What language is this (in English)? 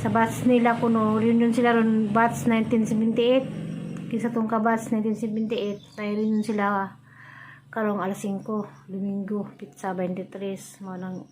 Cebuano